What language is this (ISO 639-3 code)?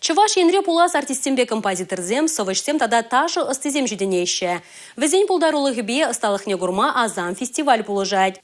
chv